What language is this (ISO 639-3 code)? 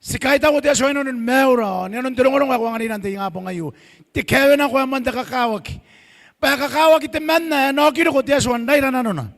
gil